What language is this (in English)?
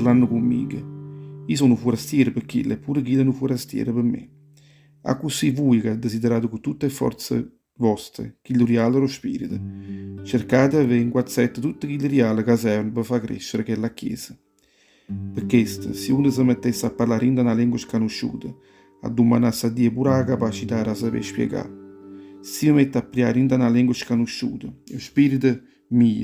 Neapolitan